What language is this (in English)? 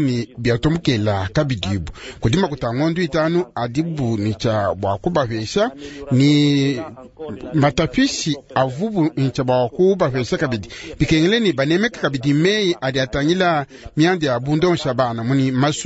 Luba-Lulua